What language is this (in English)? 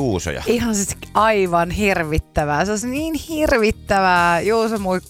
Finnish